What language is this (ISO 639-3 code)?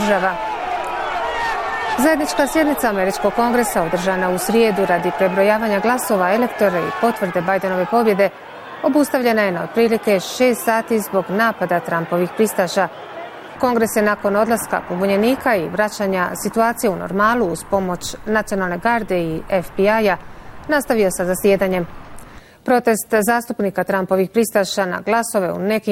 bos